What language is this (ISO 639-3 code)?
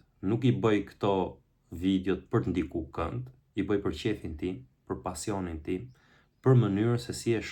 sqi